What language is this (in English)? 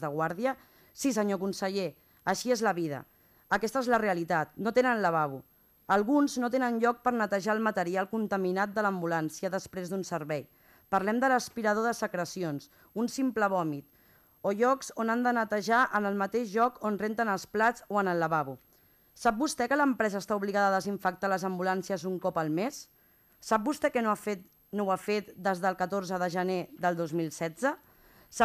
Catalan